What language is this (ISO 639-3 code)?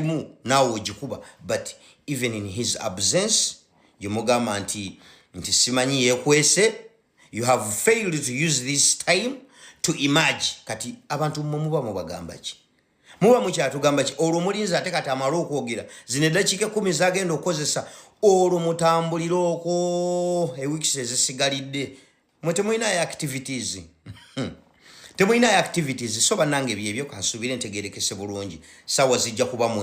lug